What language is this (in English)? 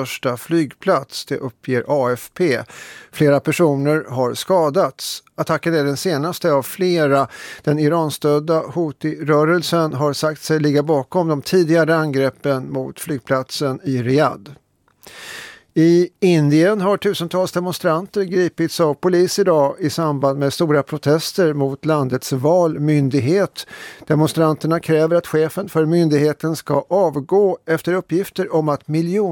Swedish